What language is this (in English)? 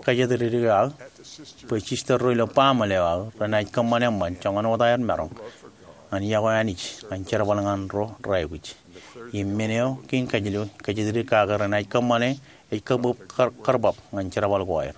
Marshallese